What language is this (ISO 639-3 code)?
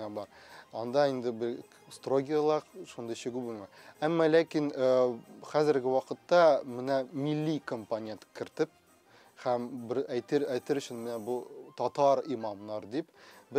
tat